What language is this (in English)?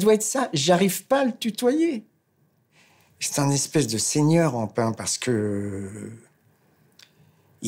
French